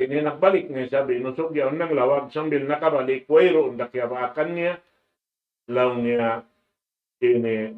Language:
Tausug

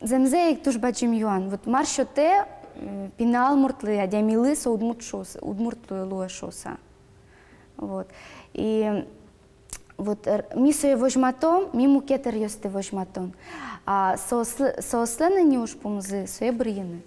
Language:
Udmurt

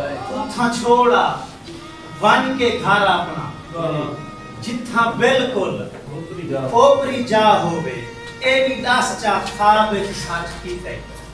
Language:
Saraiki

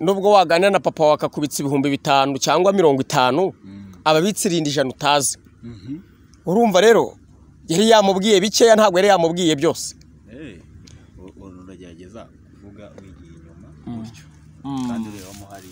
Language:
Kinyarwanda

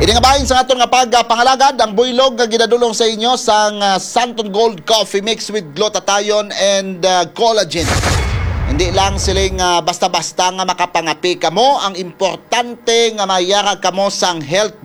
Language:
Hiligaynon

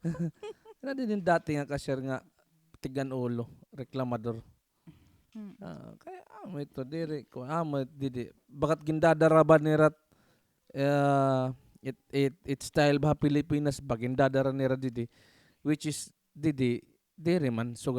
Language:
Waray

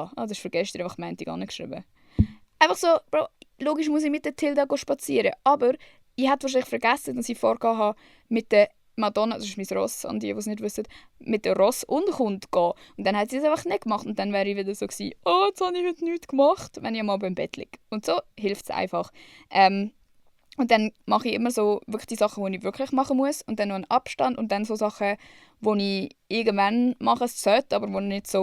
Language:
Swiss German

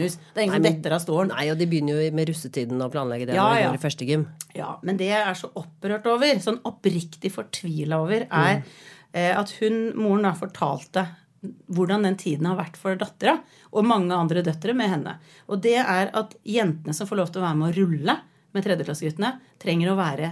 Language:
Norwegian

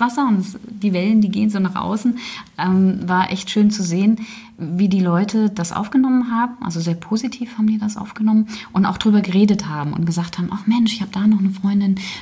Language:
German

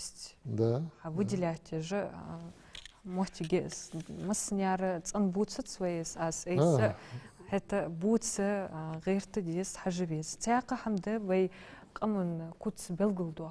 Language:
Ingush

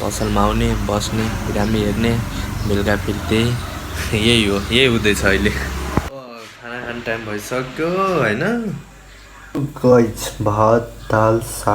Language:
Nepali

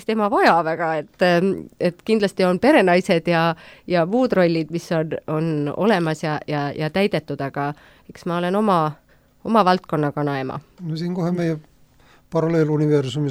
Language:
Estonian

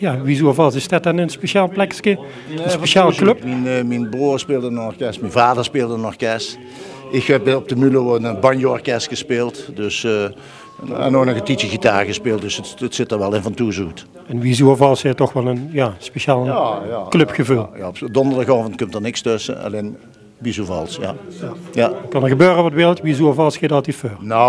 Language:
Limburgish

